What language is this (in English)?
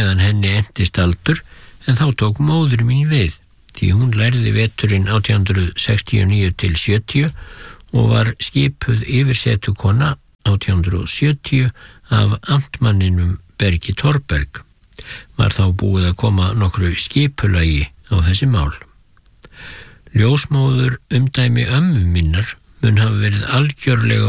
Icelandic